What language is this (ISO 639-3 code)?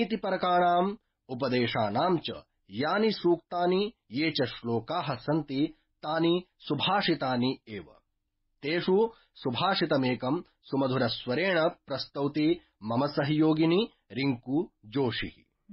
san